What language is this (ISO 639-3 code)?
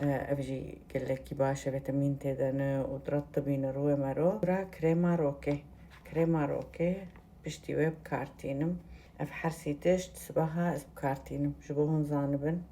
kur